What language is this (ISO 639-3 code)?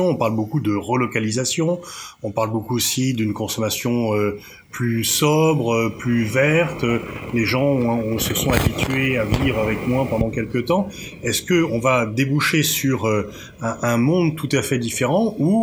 fra